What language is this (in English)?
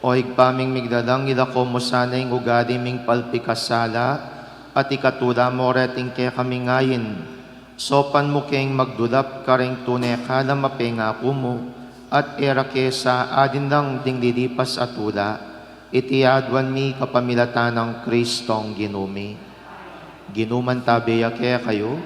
Pampanga